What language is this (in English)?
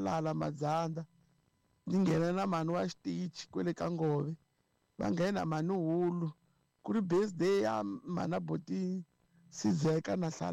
Tsonga